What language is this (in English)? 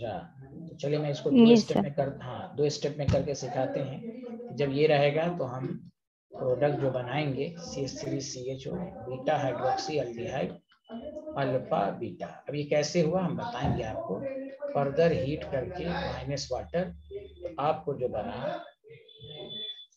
Hindi